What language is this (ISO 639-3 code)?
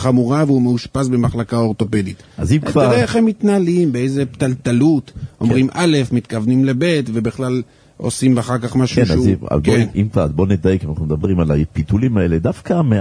heb